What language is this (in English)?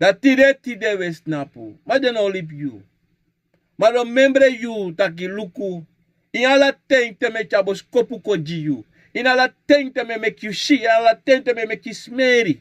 Sranan Tongo